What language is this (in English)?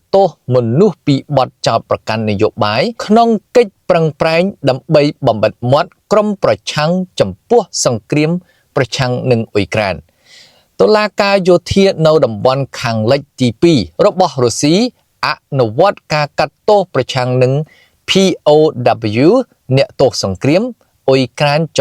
Khmer